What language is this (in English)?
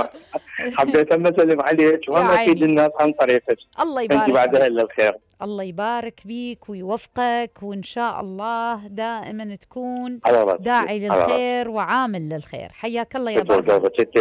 Mesopotamian Arabic